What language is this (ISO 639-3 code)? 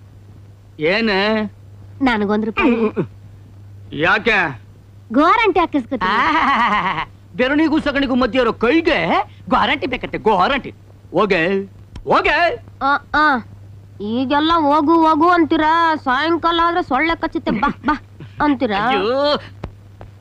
kan